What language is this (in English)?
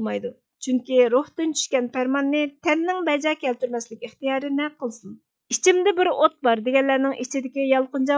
Uyghur